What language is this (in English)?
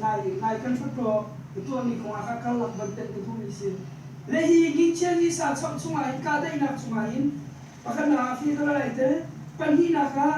Hakha Chin